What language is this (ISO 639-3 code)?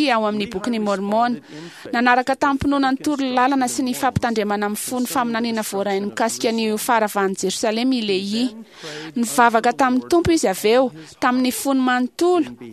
mlg